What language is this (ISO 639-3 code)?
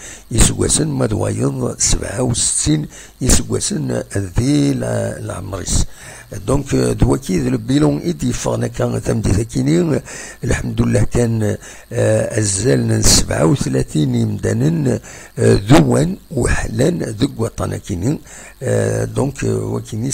kab